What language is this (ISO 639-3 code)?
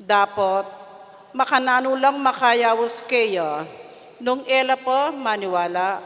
pam